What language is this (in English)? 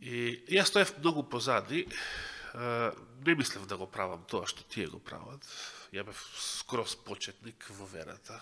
Macedonian